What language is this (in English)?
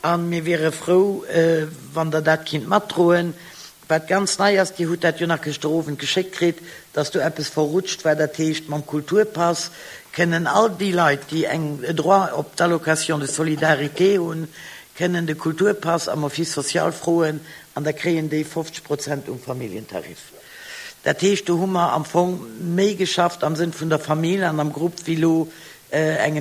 Luxembourgish